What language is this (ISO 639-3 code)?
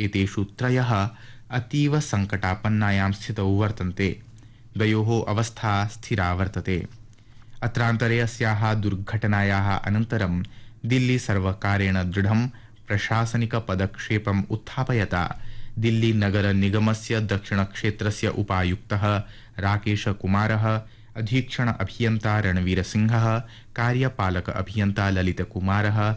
san